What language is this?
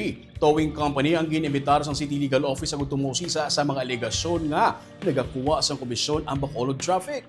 Hiligaynon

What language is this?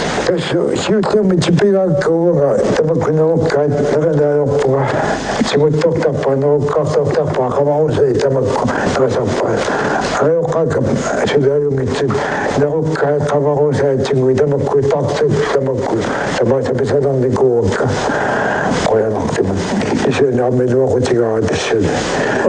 Kalaallisut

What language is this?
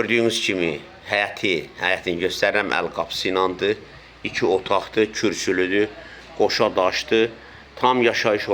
Azerbaijani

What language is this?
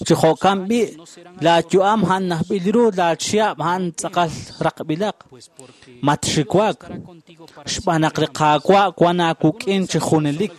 Kekchí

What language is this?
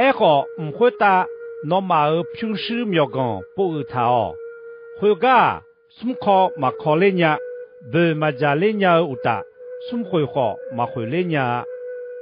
Akha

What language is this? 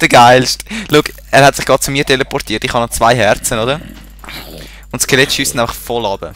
Swiss German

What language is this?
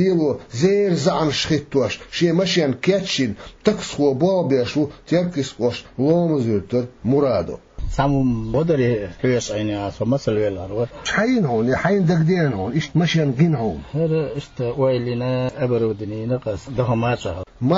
Chechen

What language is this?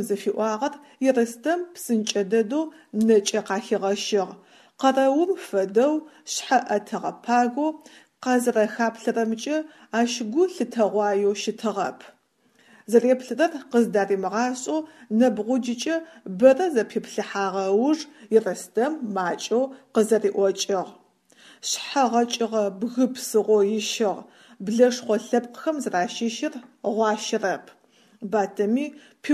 Adyghe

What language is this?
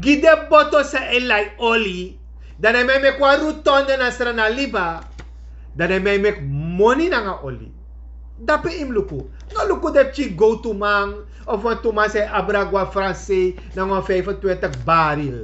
Sranan Tongo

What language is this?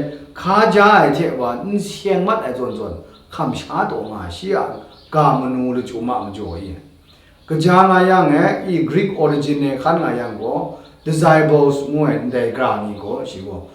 Kachin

